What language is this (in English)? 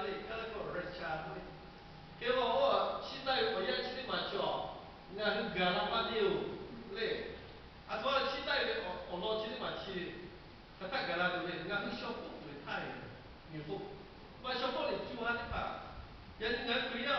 Lahu